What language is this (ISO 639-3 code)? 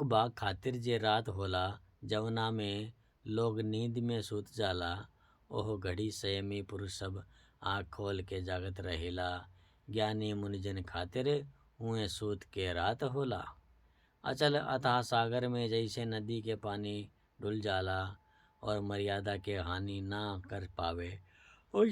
bho